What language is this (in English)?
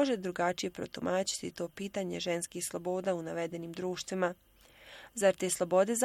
Bosnian